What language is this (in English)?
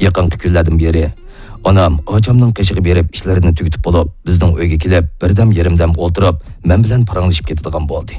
Uyghur